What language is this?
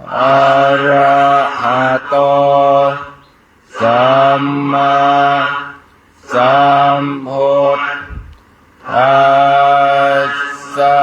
Pali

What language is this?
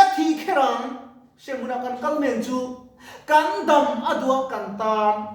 Mizo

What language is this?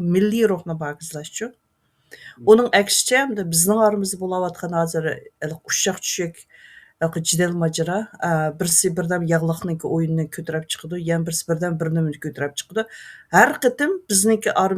Uyghur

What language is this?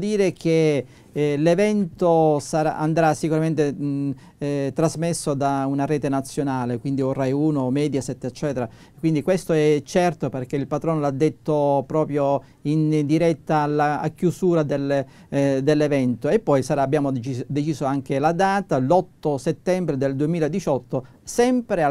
Italian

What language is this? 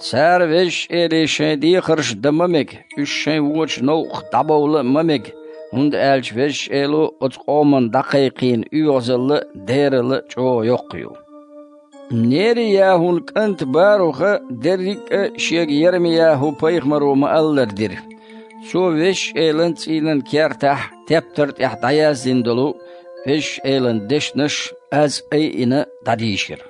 Chechen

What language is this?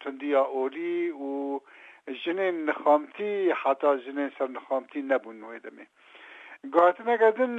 Kurdish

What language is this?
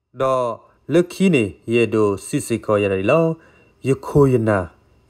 S'gaw Karen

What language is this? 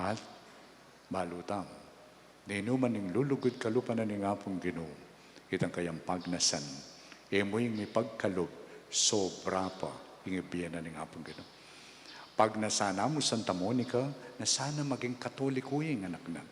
Pampanga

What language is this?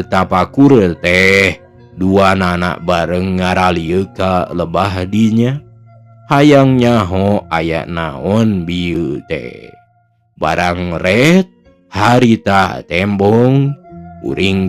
Sundanese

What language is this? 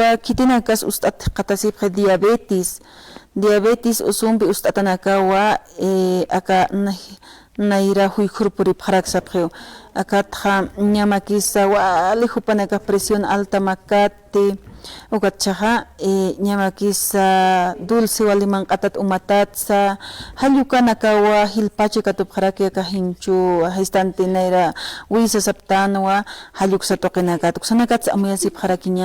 Aymara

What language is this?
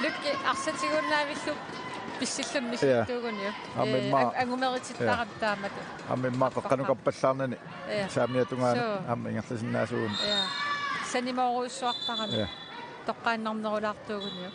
Kalaallisut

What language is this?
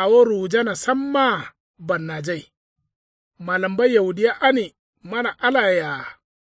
Kanuri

